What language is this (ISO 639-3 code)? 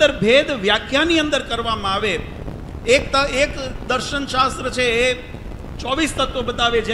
guj